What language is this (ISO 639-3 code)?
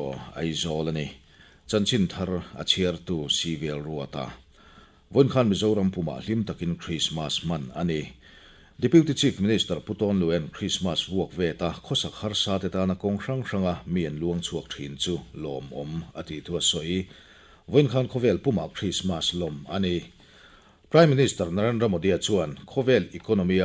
lus